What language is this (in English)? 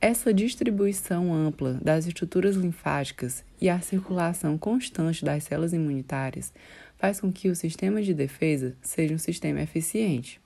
Portuguese